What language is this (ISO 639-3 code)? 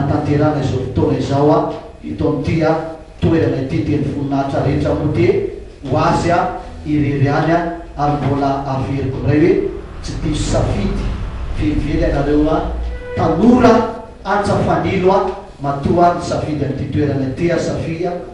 mlg